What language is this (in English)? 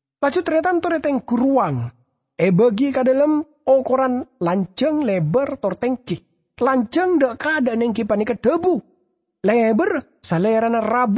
Madurese